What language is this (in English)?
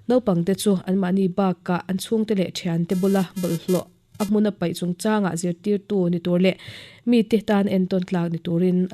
Mizo